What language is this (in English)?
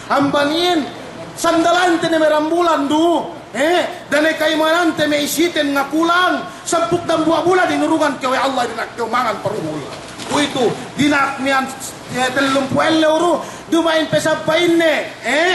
Yakan